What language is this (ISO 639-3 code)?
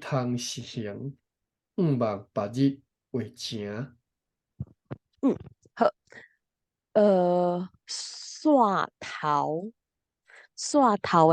nan